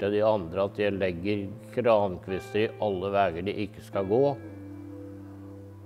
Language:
Norwegian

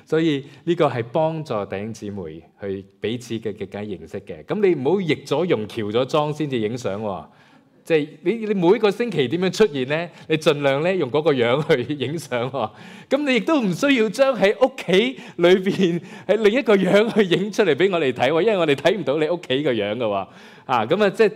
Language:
Cantonese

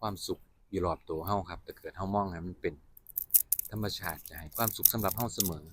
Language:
Northeastern Thai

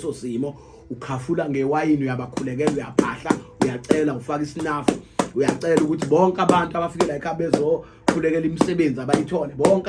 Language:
Zulu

